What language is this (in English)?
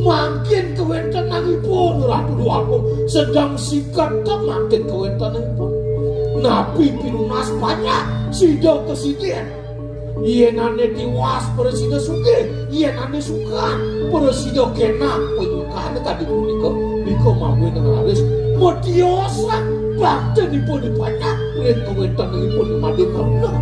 Balinese